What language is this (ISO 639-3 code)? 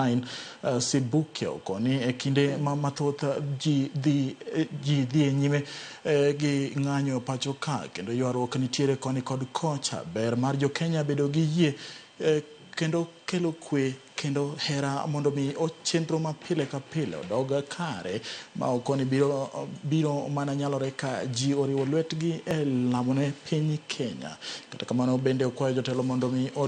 luo